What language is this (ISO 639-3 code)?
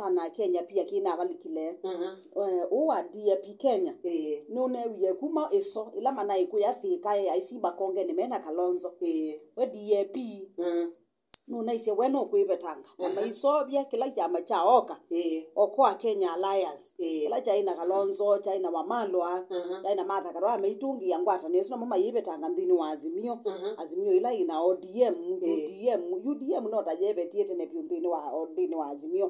kam